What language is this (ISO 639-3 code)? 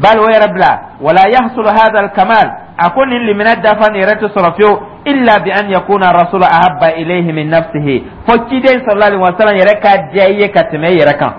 dyu